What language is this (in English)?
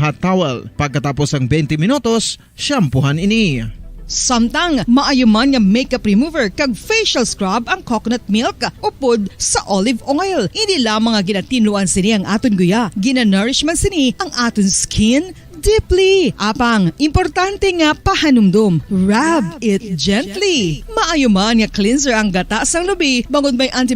Hiligaynon